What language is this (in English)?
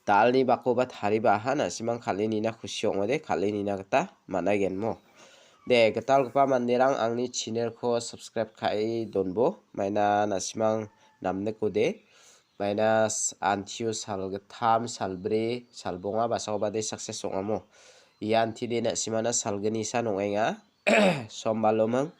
Garo